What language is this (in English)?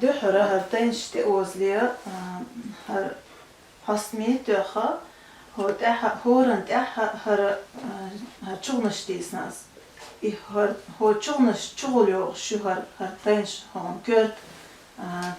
Chechen